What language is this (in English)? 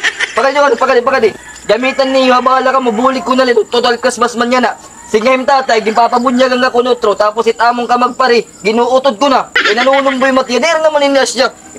Waray